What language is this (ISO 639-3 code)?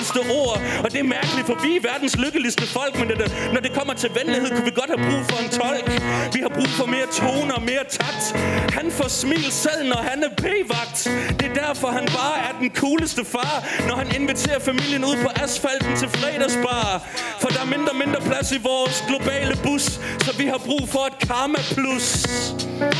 dan